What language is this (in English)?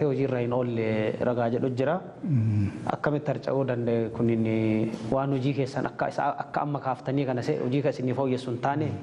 Oromo